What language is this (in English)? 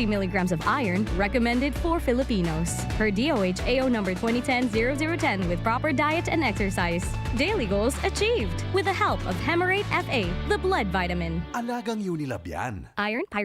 Bikol